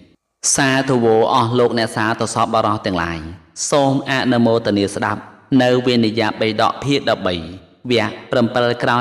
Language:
Khmer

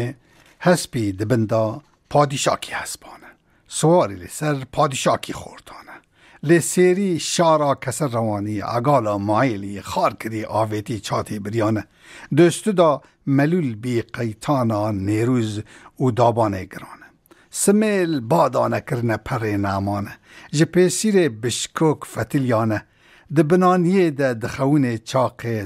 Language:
Kurdish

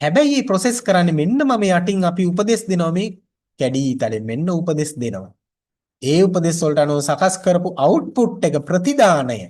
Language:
Sinhala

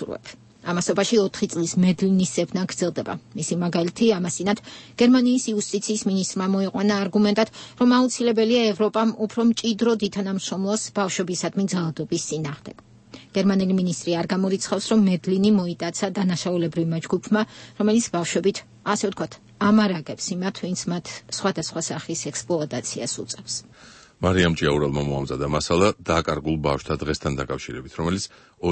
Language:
Georgian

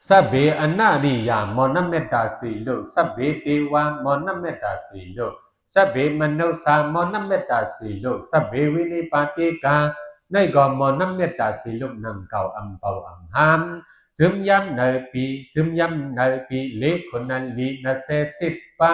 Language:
Shan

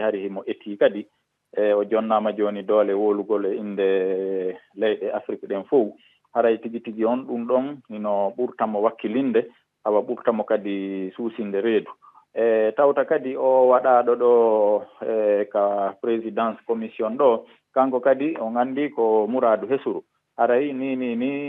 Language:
Fula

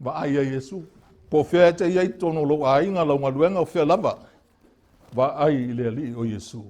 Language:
Samoan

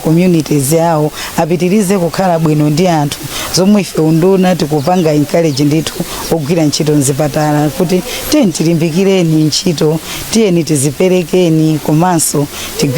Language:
Nyanja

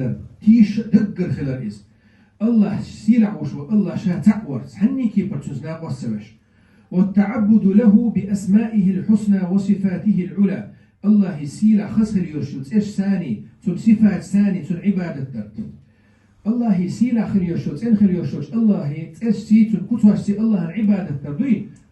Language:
Chechen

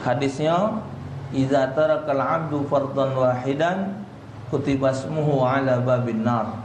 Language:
Musi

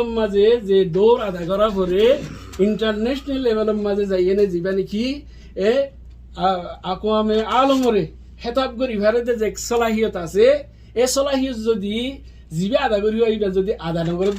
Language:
Rohingya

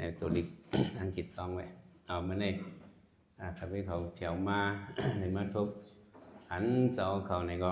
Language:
Shan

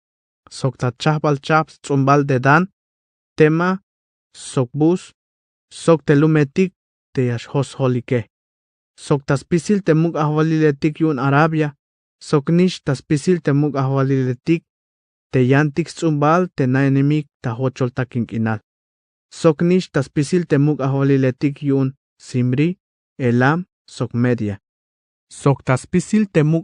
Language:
Tzeltal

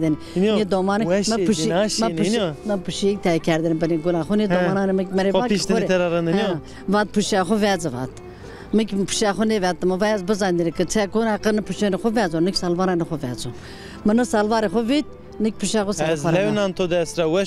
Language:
Zaza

